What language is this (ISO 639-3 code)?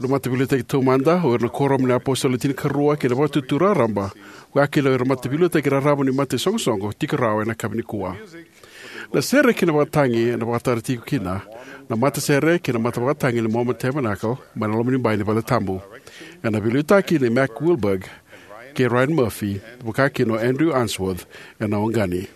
fij